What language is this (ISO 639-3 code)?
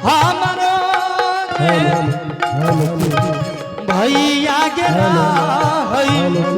anp